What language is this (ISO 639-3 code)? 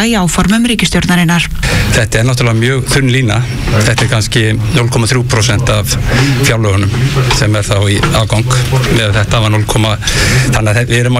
isl